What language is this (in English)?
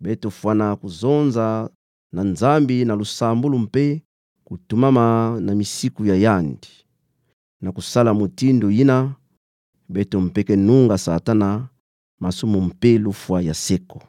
Kituba (Democratic Republic of Congo)